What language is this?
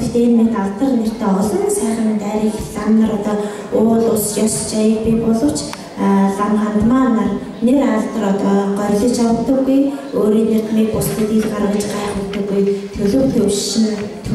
Mongolian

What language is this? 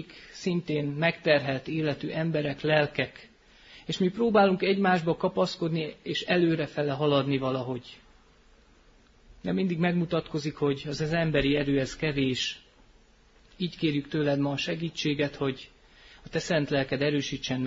Hungarian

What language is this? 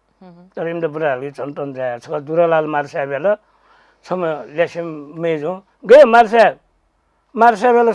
Newari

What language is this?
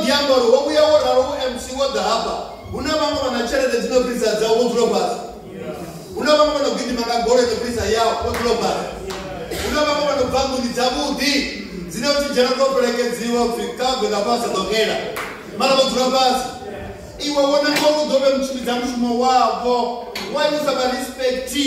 Venda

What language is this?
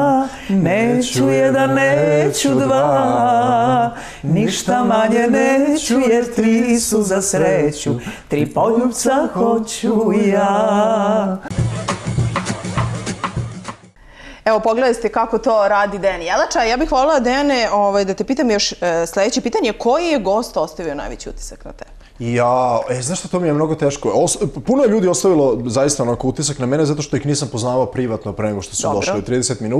Bosnian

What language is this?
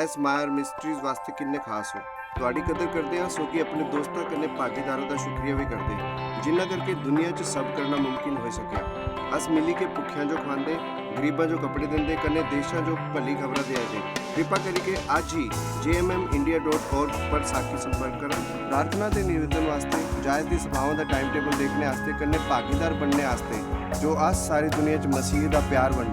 Dogri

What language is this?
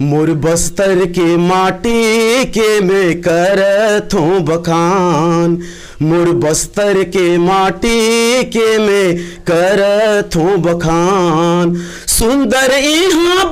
Chhattisgarhi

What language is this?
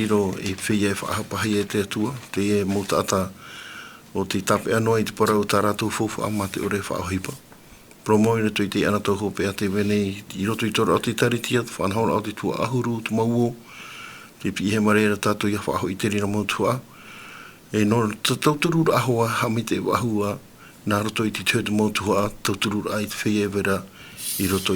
Tahitian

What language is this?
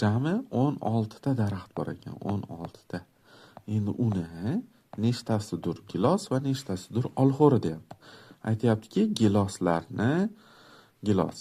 Uzbek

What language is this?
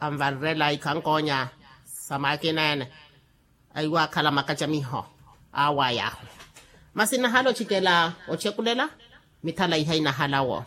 Makhuwa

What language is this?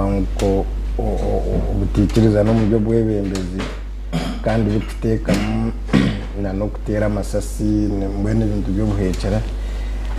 Nyankole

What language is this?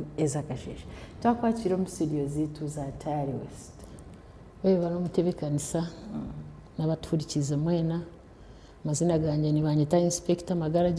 Nyankole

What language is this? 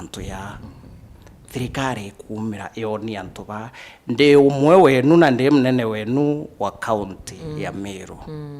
Meru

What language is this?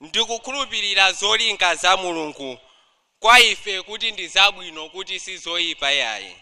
Nyanja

